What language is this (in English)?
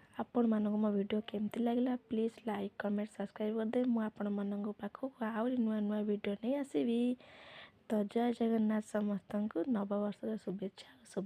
Odia